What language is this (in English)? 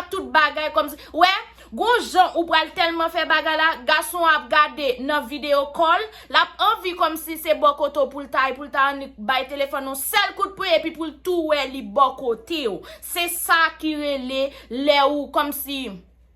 Haitian Creole